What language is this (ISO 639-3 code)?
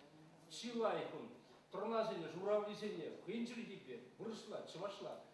chv